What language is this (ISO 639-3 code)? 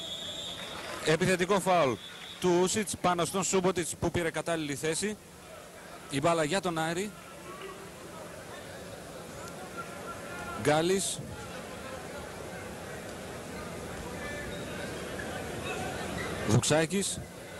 ell